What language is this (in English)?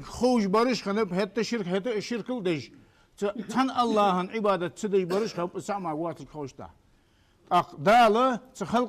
Ingush